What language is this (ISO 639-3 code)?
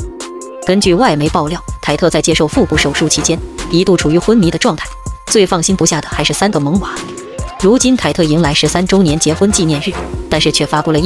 zho